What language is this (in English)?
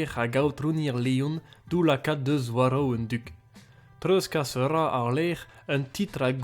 Breton